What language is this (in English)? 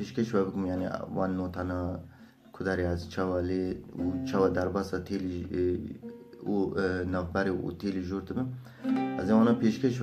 Kurdish